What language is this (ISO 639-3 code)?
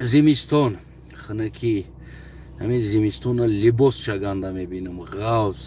tgk